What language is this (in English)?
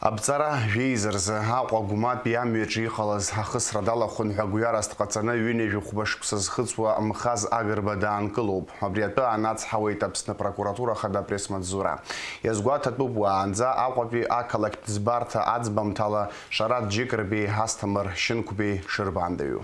Abkhazian